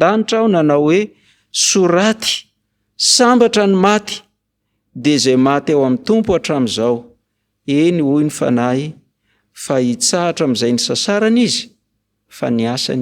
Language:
Malagasy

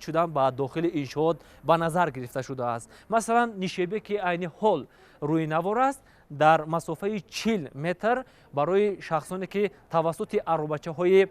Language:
Tajik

